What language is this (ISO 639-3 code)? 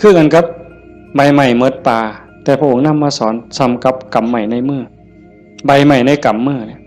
tts